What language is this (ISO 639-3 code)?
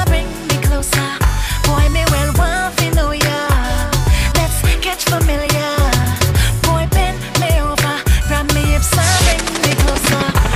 eng